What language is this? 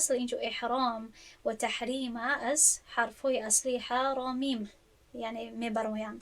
Tajik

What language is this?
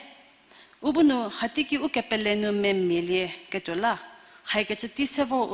Angami Naga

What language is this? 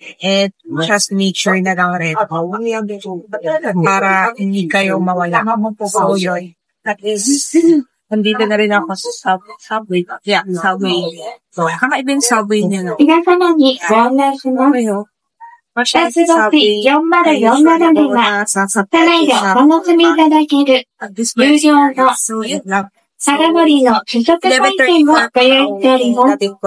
Filipino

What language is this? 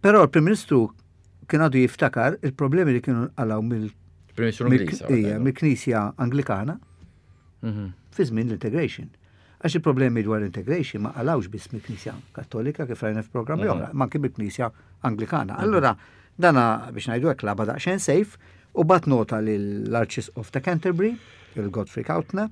Maltese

